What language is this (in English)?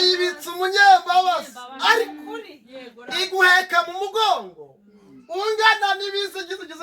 Kinyarwanda